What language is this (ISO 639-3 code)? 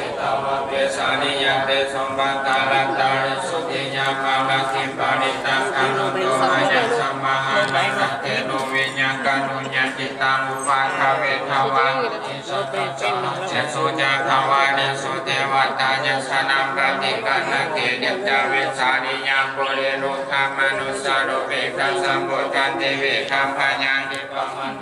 pli